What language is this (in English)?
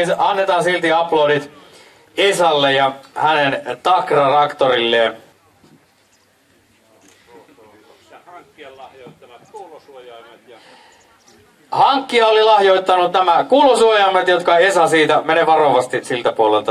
Finnish